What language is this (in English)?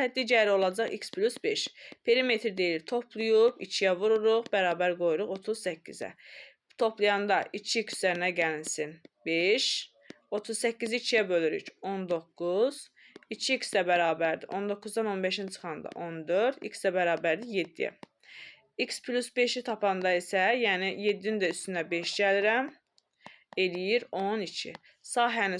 Azerbaijani